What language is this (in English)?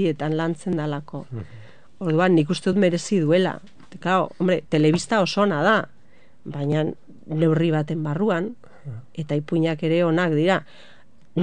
Basque